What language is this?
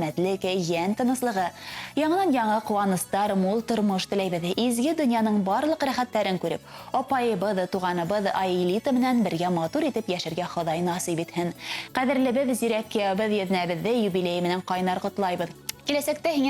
Bashkir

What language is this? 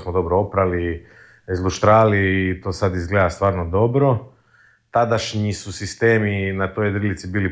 Croatian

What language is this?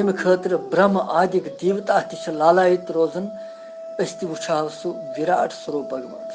Kashmiri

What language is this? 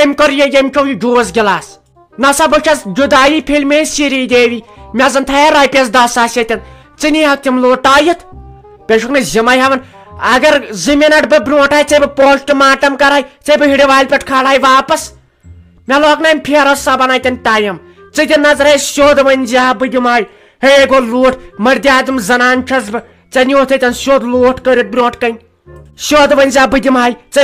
Kashmiri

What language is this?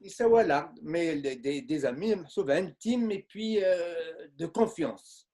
Kabyle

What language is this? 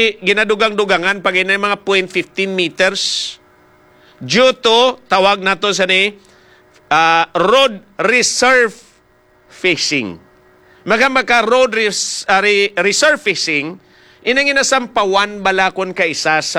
Hiligaynon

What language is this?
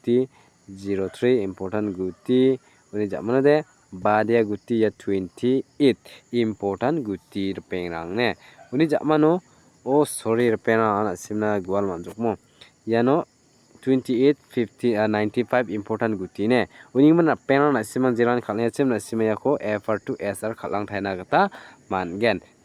Garo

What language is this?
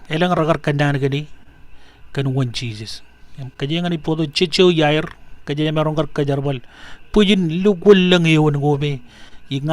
Marshallese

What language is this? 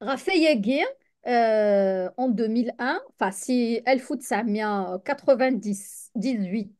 Kabyle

